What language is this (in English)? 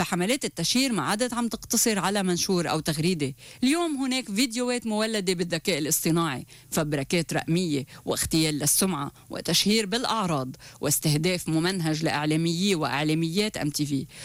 North Levantine Arabic